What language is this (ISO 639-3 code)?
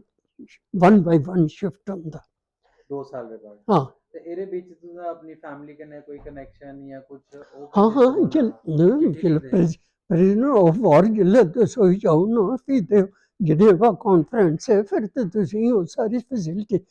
doi